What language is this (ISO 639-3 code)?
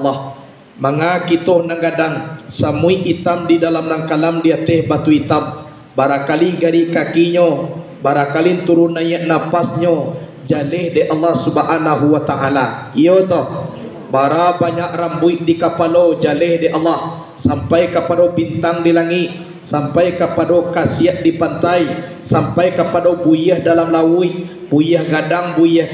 min